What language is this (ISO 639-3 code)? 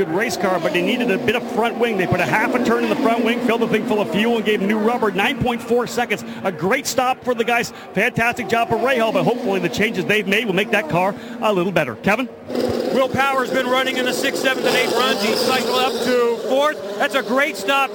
eng